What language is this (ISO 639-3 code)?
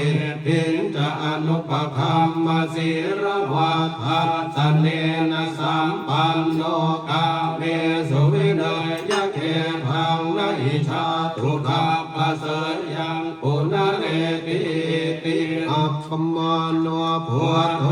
pli